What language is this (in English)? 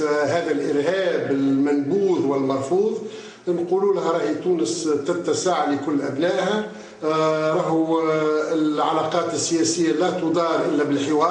Tunisian Arabic